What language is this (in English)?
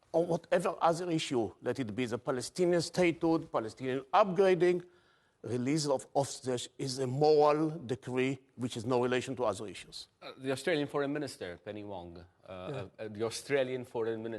English